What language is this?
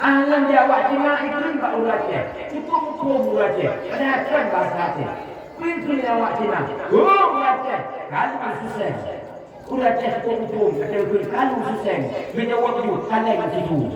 Achinese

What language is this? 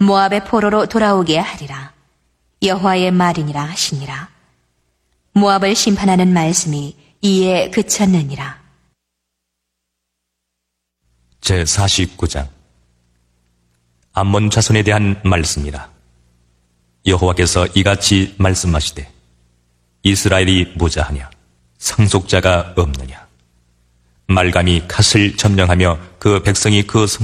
Korean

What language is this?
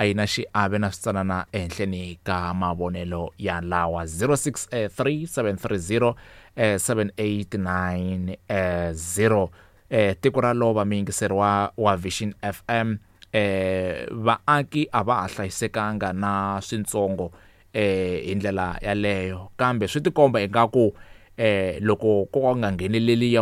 Tsonga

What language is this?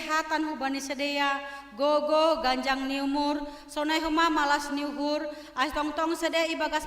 Batak Simalungun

